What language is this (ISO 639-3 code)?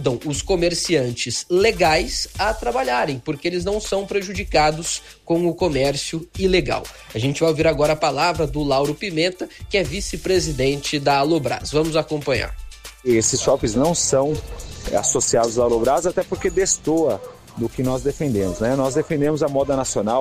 por